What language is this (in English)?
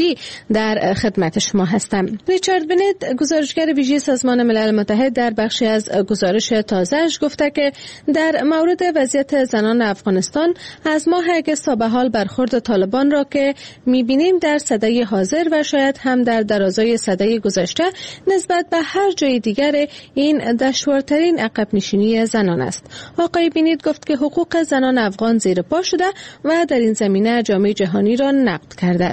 Persian